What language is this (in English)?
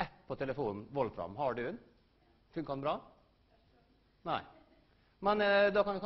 Norwegian